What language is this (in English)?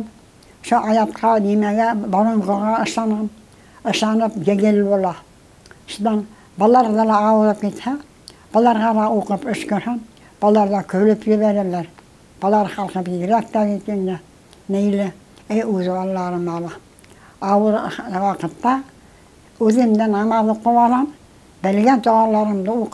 Bashkir